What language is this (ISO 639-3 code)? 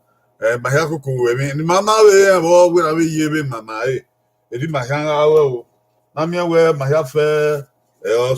bin